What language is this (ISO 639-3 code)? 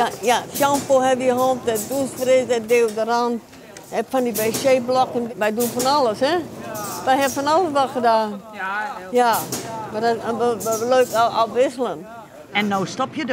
fry